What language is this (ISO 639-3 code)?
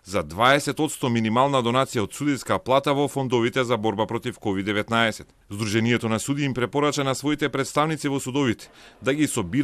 mkd